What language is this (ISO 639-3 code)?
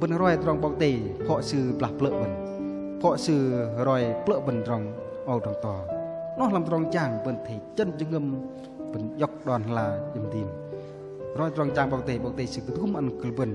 bdq